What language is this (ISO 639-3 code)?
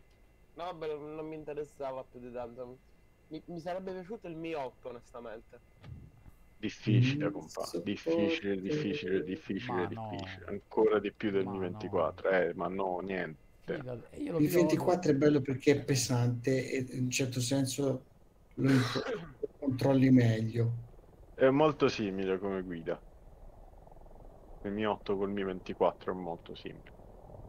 ita